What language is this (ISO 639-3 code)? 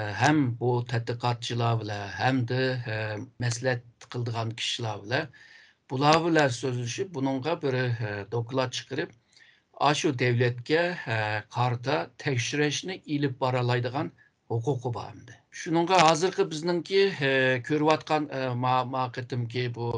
uig